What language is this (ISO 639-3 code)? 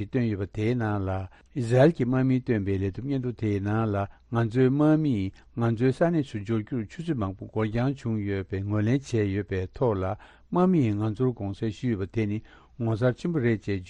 bod